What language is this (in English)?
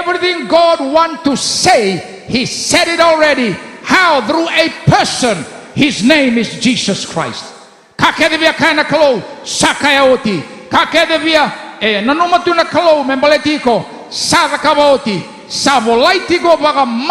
Fijian